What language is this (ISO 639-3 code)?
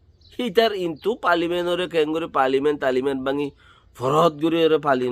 rhg